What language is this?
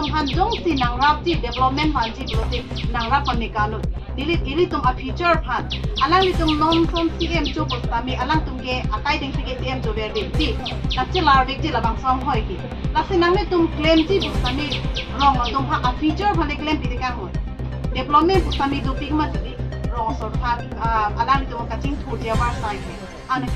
Karbi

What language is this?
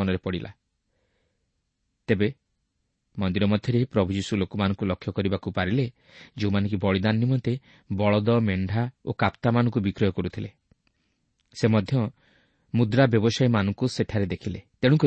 Odia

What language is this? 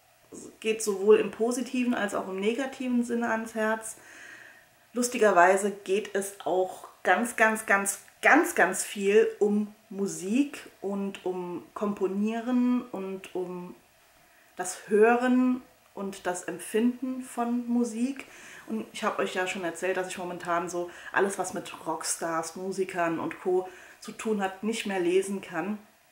German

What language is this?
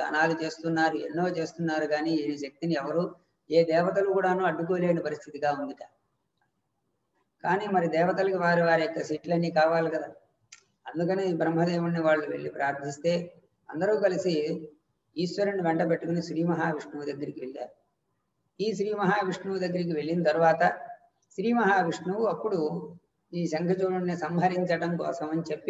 Telugu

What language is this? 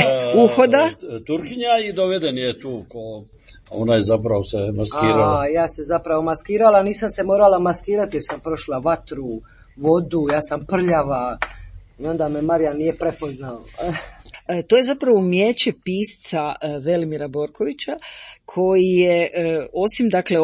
Croatian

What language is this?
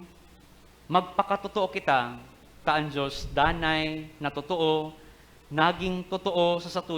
Bikol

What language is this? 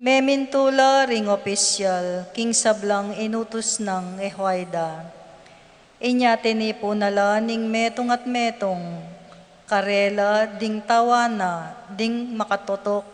Pampanga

